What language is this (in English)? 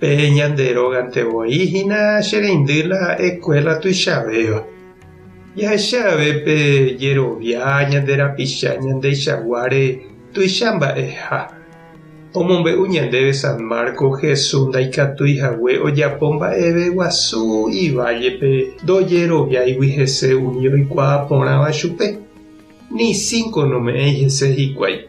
Guarani